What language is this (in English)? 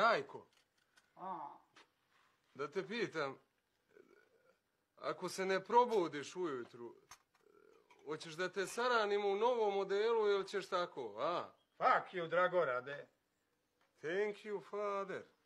Serbian